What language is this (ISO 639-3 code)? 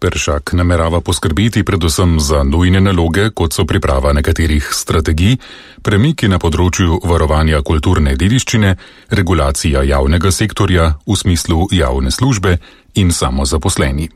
slv